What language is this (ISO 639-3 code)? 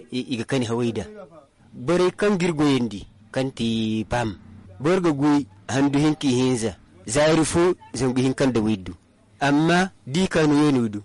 dje